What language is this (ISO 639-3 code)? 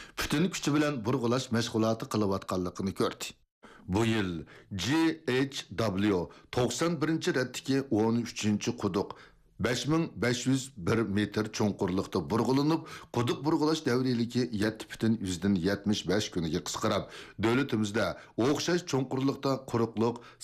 uig